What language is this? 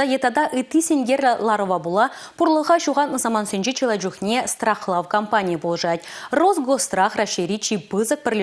Chuvash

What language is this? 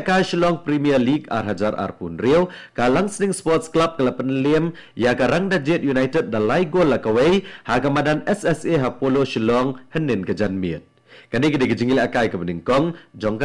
Khasi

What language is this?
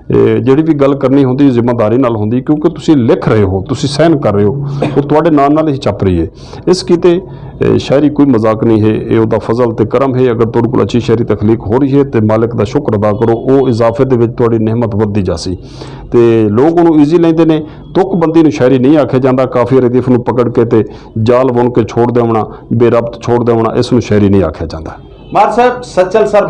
Western Panjabi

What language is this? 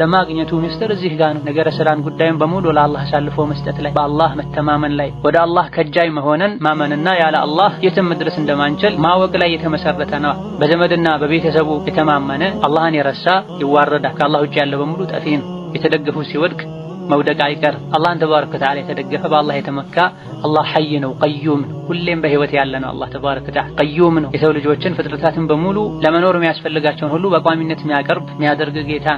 Amharic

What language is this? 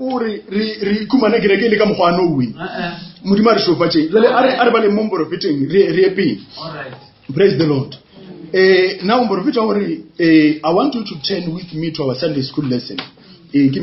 Northern Sotho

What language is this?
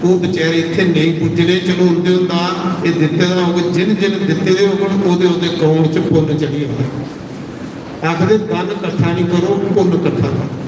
Dogri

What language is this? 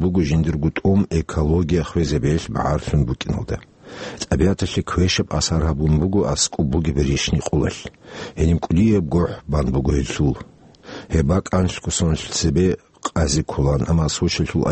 Avaric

